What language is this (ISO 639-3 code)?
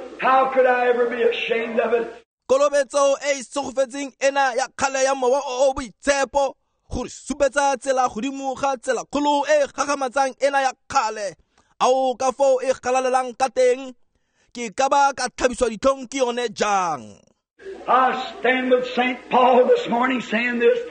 tsn